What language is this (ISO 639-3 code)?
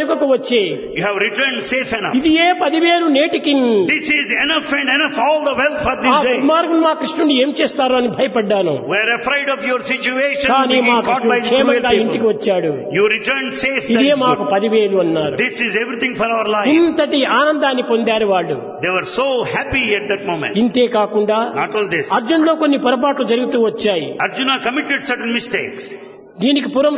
tel